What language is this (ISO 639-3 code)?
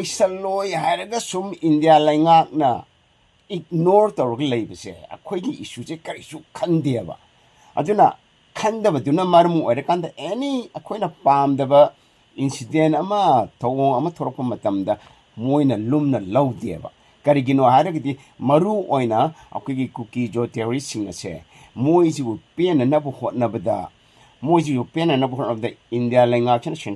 mni